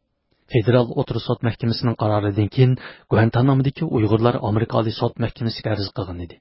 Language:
Uyghur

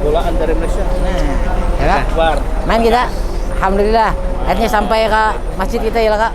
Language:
Banjar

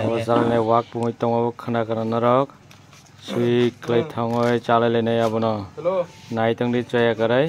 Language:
Kok Borok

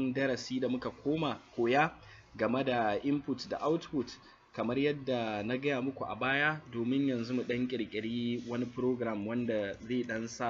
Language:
Hausa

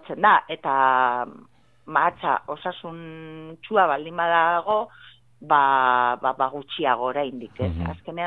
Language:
Basque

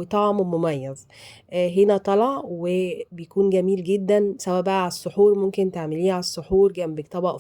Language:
Egyptian Arabic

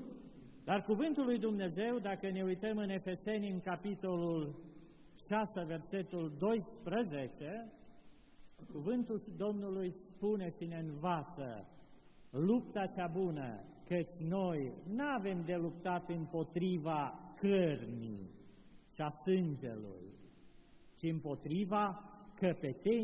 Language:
Romanian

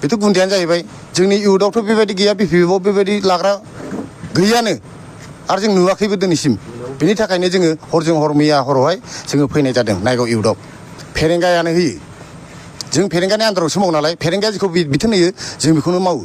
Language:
Bodo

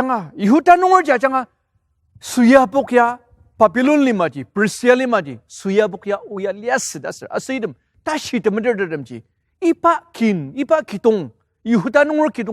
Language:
Ao Naga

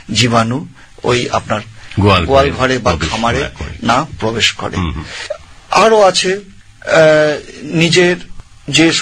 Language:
Bangla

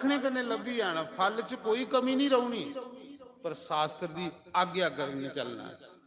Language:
Dogri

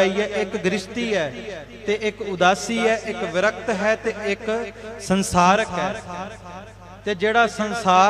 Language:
Punjabi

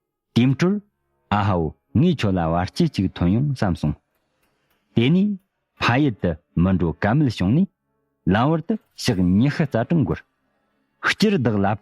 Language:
Tibetan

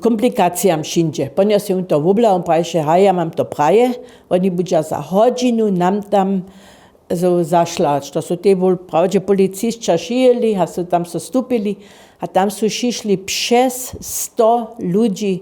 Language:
Upper Sorbian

